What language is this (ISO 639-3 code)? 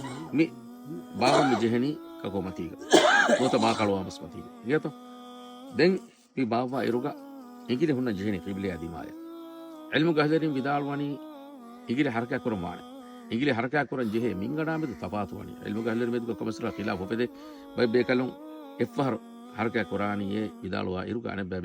div